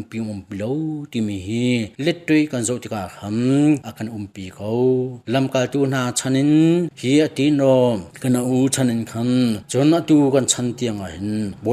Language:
Hakha Chin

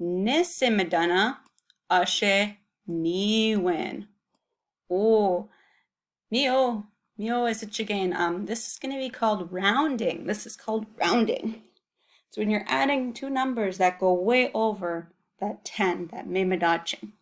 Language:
Chippewa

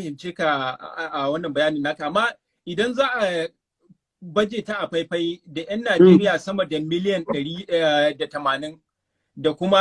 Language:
Hausa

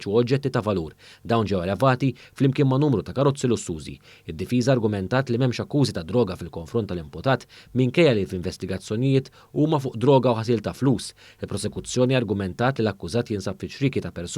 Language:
Maltese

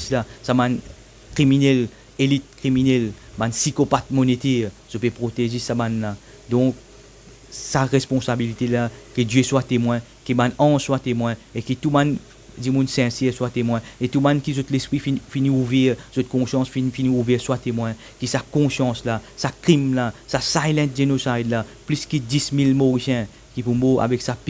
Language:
Morisyen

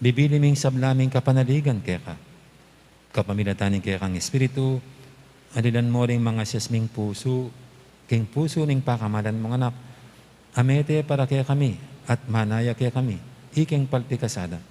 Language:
Pampanga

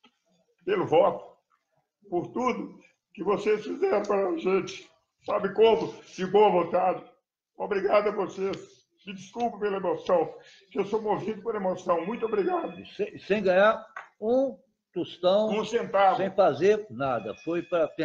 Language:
Portuguese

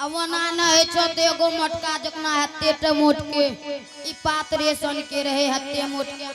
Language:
Angika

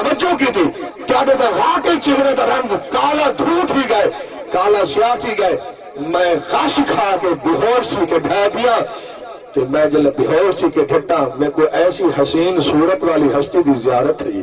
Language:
Saraiki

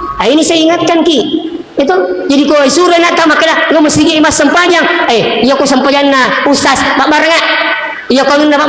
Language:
Buginese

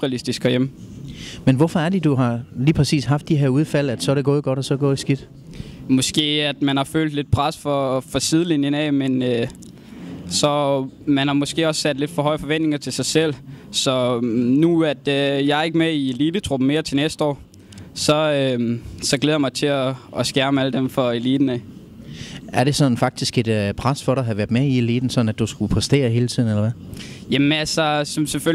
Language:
Danish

